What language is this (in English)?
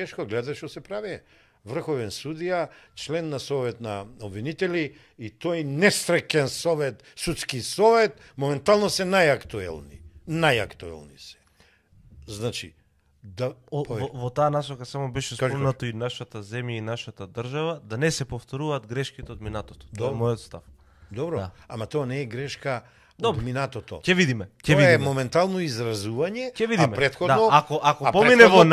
Macedonian